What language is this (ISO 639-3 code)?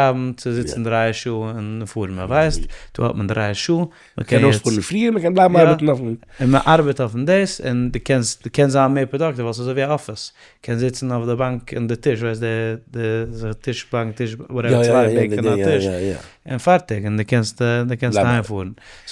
yid